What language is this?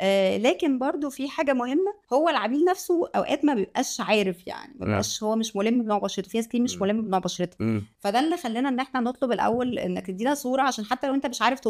Egyptian Arabic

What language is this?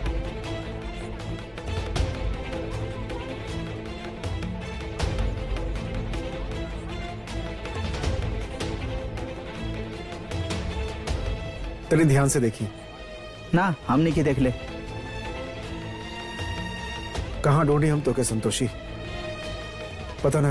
Bhojpuri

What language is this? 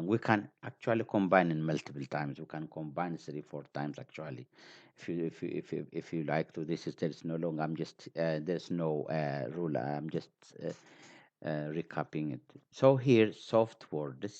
English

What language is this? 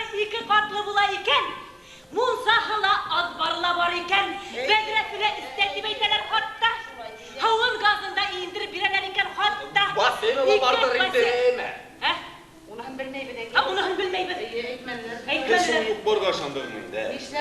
Bashkir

